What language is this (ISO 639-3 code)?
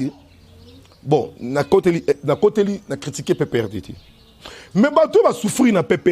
lin